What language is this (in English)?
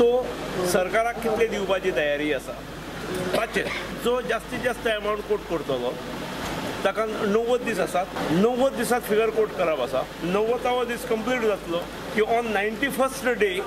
Konkani